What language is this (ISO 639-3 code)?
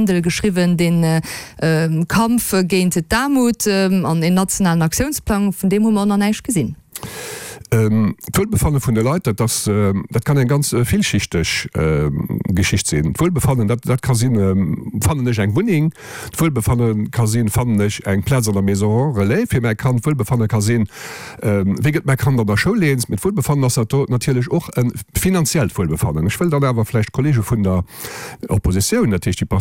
ltz